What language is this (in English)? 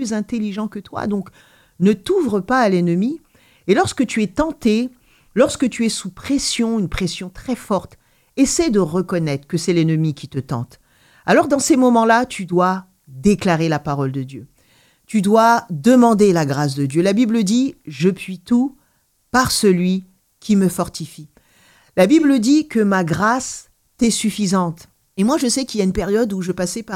French